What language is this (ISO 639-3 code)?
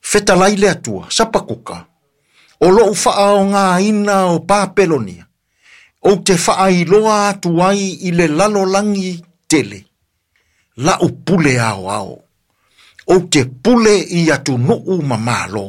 smo